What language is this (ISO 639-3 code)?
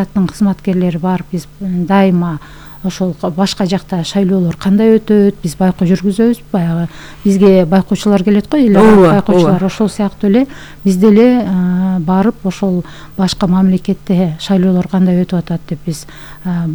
kir